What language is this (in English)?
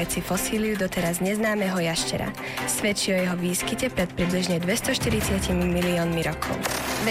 Slovak